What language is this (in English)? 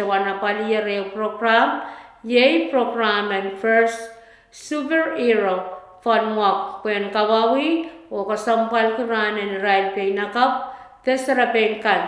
Pohnpeian